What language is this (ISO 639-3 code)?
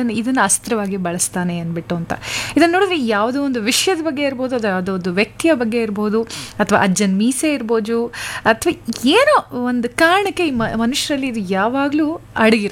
kan